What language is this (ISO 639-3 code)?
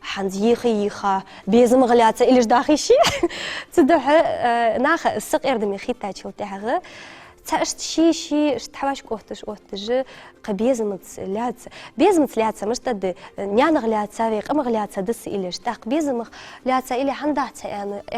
inh